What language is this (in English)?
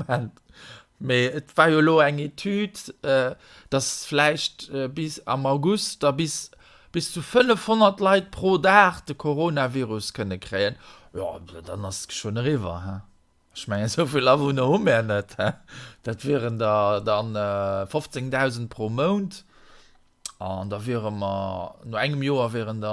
Luxembourgish